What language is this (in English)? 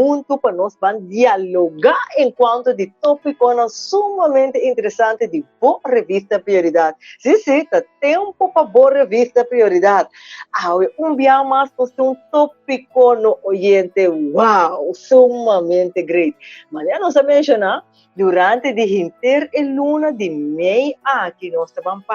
Papiamento